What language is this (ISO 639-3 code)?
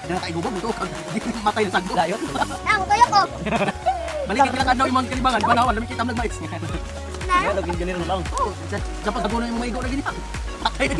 ceb